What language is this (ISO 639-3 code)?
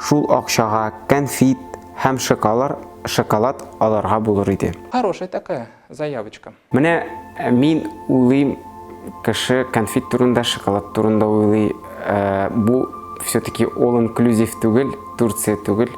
tat